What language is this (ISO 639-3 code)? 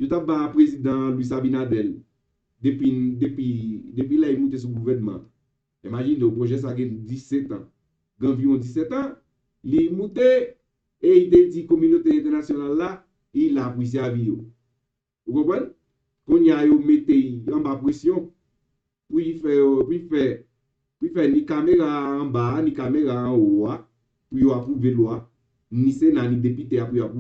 hat